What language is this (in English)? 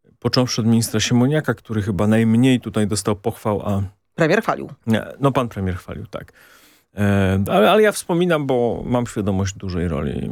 Polish